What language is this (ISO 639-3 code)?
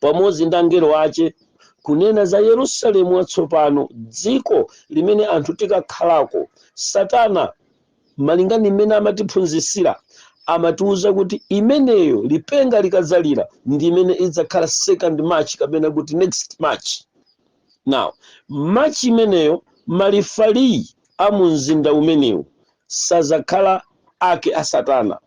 nya